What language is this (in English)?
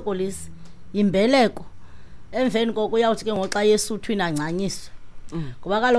Xhosa